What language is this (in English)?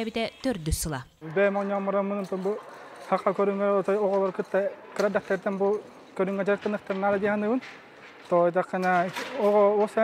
Yakut